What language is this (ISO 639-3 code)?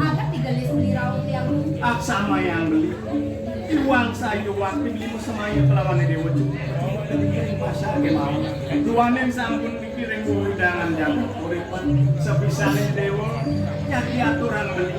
ban